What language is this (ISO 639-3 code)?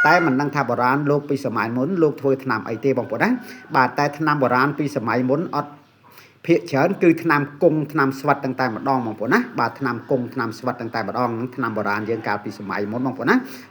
khm